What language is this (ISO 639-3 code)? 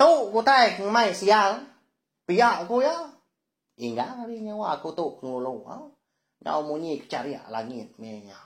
iba